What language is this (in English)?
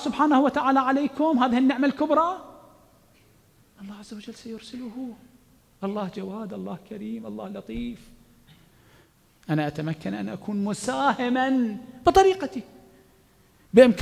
Arabic